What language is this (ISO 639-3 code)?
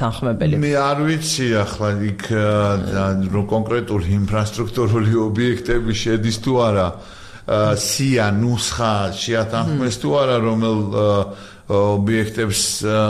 kat